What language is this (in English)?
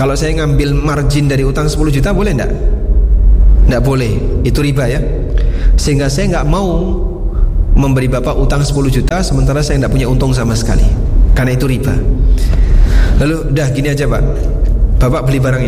Indonesian